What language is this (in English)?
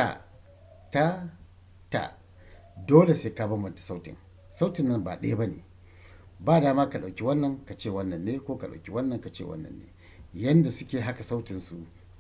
Hausa